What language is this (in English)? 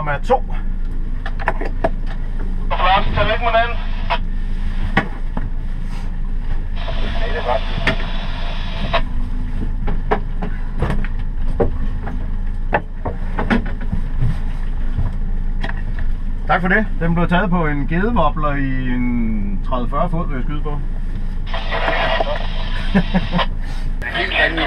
Danish